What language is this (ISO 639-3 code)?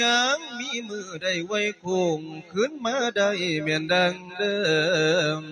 lao